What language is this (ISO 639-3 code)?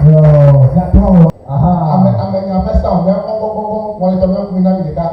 ewe